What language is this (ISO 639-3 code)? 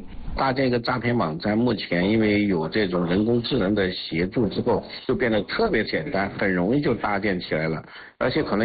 zho